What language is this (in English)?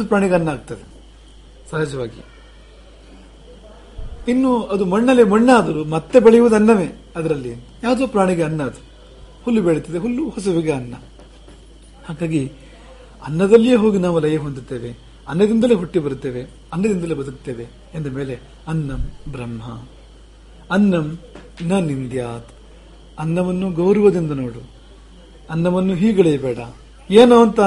Kannada